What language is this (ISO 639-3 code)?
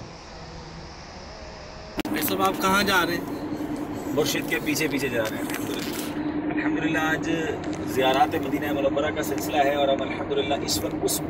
urd